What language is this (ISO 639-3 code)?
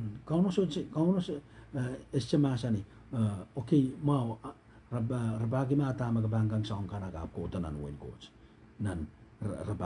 pon